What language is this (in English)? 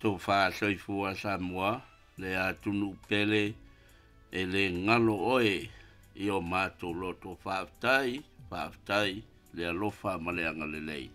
Samoan